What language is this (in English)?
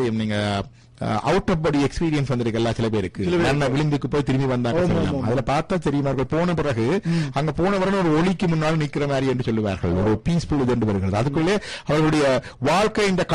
Tamil